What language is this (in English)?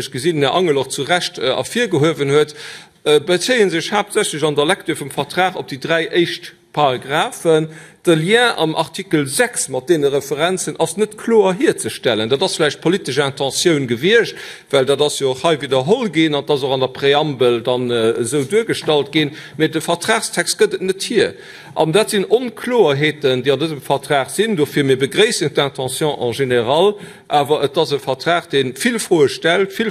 Luxembourgish